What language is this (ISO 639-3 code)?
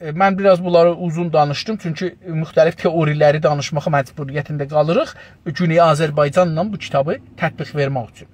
azb